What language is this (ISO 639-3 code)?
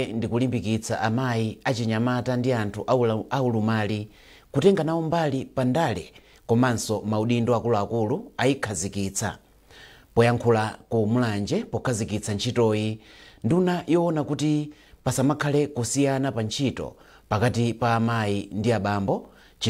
nya